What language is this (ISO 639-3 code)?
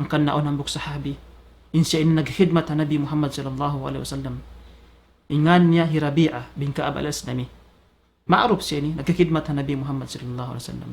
tsg